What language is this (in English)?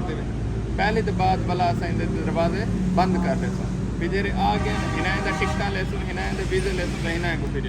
Saraiki